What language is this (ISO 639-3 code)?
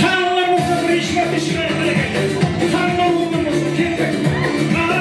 kaa